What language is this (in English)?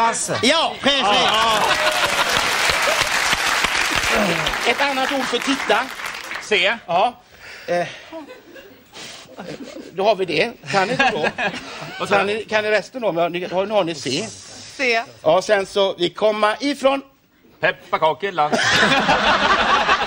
Swedish